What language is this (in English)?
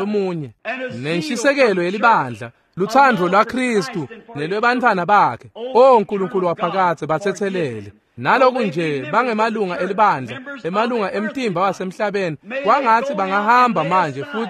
Swati